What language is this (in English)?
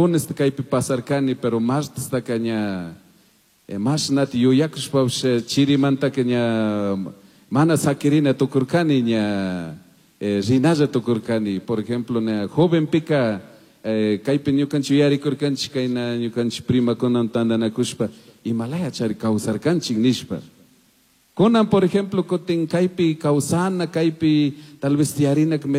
Chimborazo Highland Quichua